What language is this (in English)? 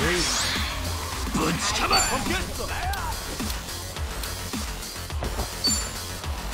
Japanese